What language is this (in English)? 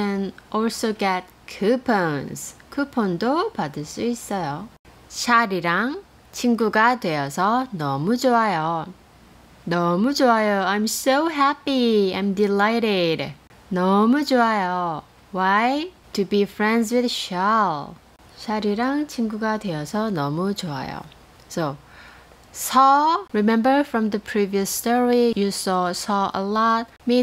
Korean